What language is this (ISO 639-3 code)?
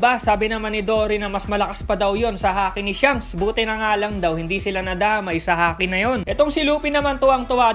fil